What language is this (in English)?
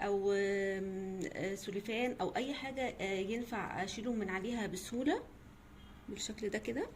Egyptian Arabic